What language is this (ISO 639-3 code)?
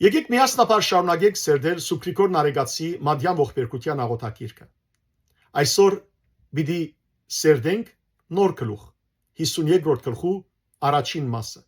hyw